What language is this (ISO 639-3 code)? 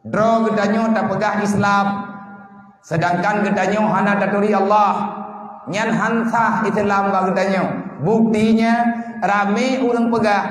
ace